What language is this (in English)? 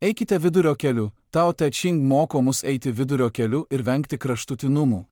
Lithuanian